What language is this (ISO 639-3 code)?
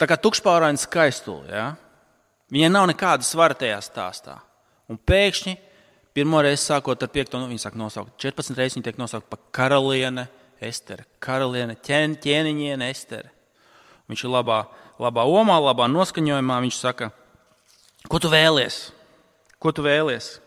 lav